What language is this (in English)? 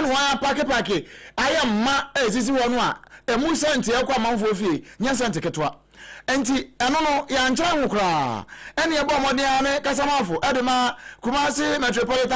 Akan